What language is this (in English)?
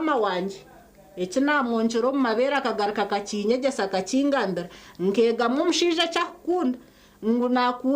Nyankole